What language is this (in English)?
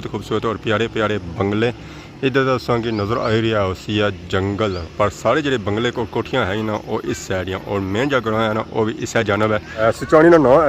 Pahari-Potwari